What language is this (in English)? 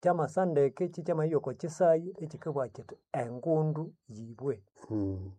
Nande